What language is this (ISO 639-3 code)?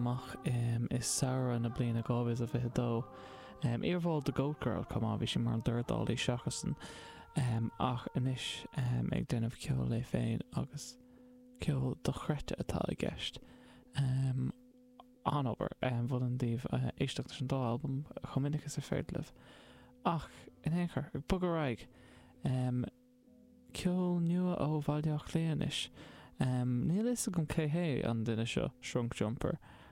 gle